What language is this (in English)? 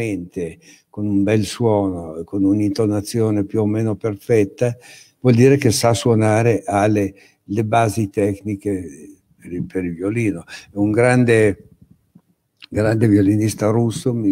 Italian